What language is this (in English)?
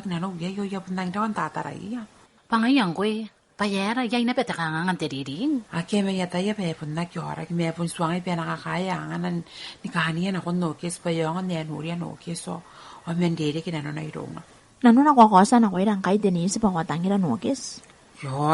Gilbertese